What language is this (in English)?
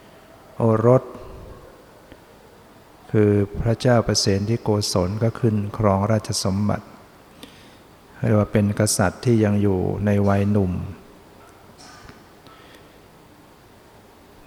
Thai